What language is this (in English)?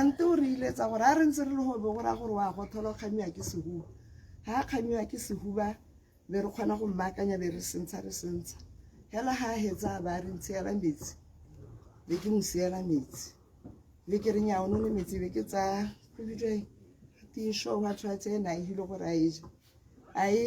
Tswana